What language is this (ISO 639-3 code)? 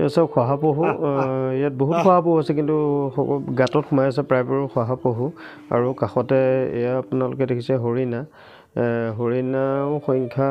asm